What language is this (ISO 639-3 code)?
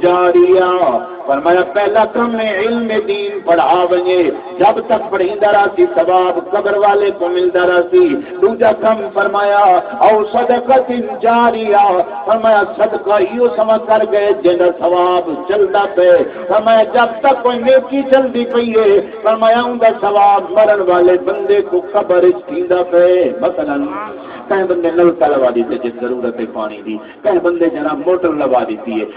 skr